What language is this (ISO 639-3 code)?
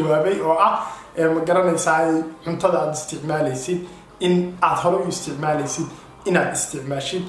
som